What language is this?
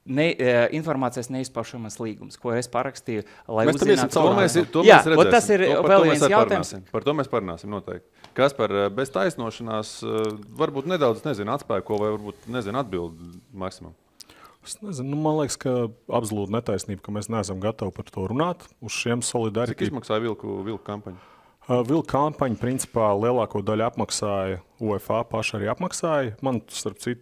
Latvian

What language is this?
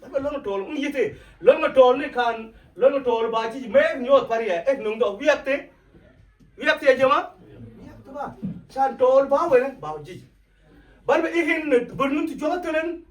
Mabaan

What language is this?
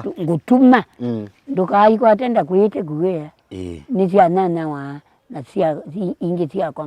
Kamba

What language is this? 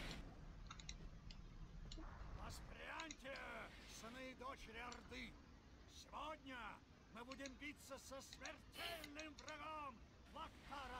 Russian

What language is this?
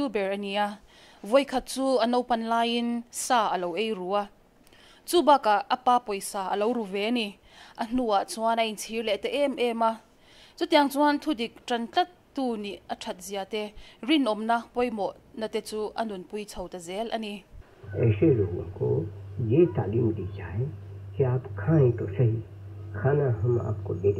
Mizo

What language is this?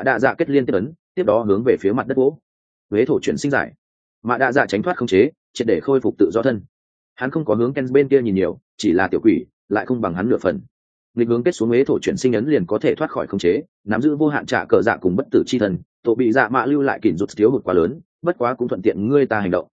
Vietnamese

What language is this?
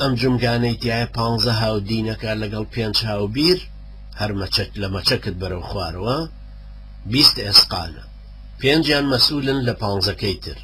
Central Kurdish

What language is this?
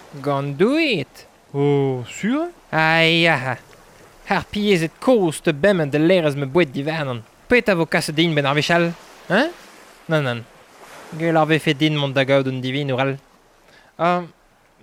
Breton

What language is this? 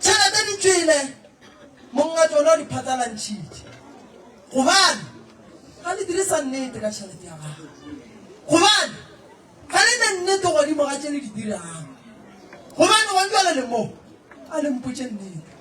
Northern Sotho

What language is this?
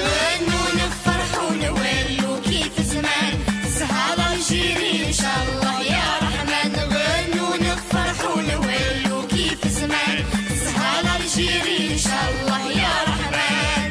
Kabyle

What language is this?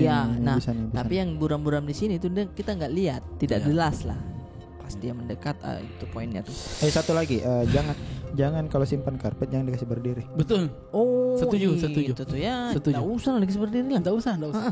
Makassar Malay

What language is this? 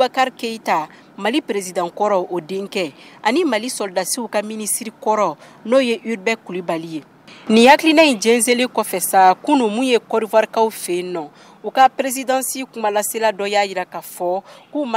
Bambara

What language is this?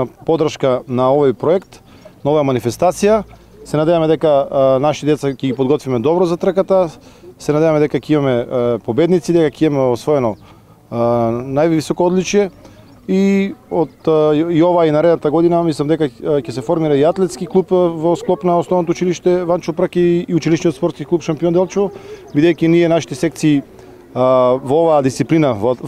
Macedonian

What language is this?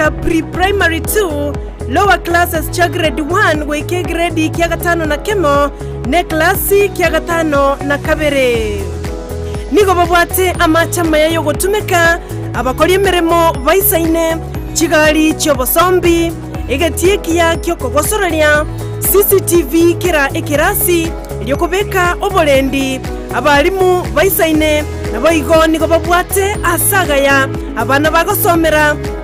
Gusii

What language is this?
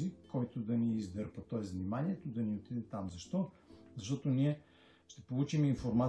Bulgarian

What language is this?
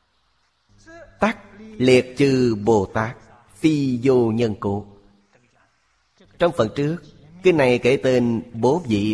Vietnamese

